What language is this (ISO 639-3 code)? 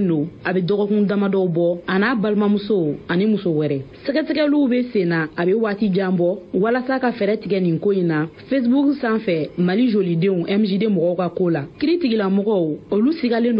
bam